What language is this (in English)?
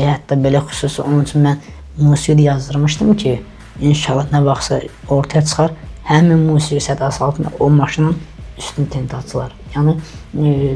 Azerbaijani